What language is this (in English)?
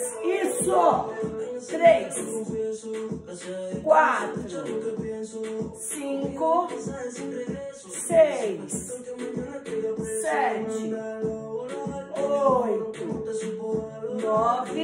Portuguese